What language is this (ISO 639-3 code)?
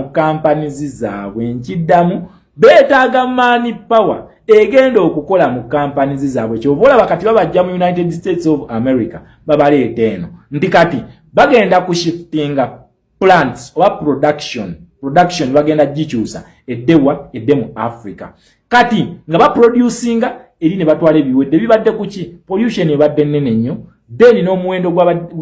lug